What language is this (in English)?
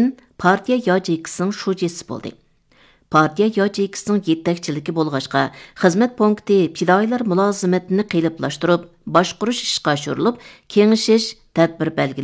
Uyghur